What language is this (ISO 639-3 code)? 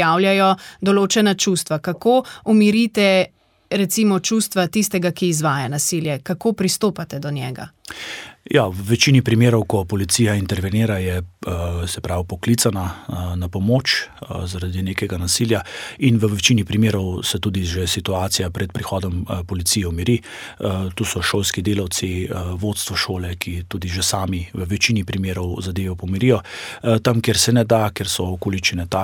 slv